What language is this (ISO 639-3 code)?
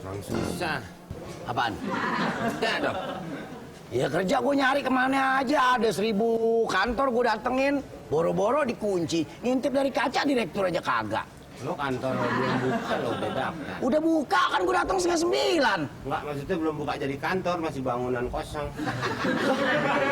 bew